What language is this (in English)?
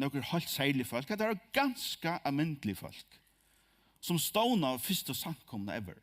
Faroese